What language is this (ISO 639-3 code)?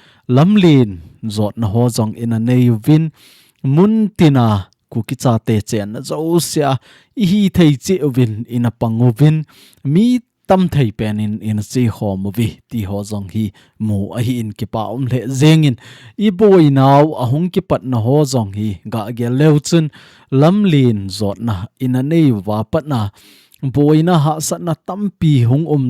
tcz